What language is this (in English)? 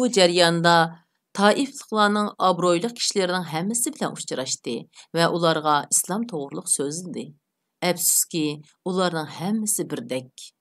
Uyghur